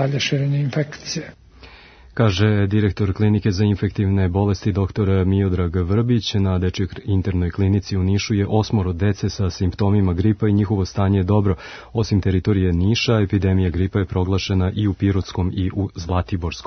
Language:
Serbian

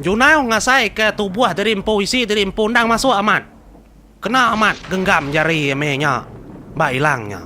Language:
Iban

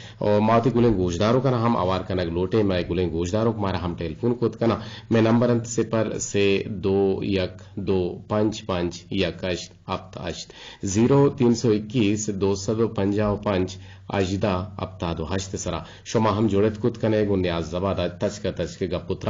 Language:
Eastern Balochi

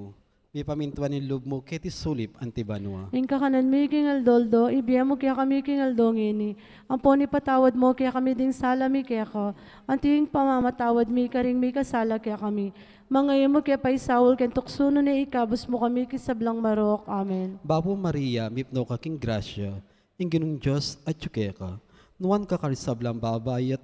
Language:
Pampanga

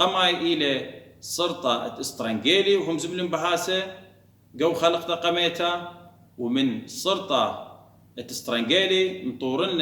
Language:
Assyrian Neo-Aramaic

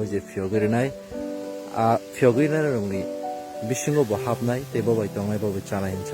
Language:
Kok Borok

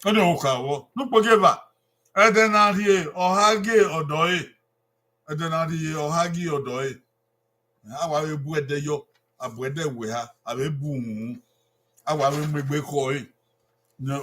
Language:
Bini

